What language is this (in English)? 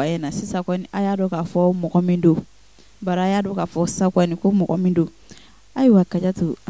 Bambara